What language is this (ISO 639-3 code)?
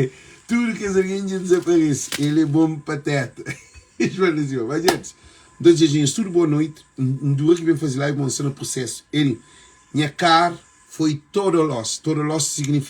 kea